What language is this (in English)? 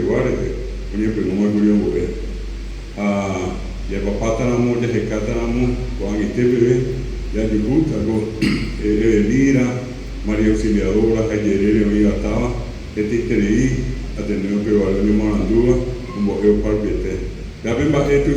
Guarani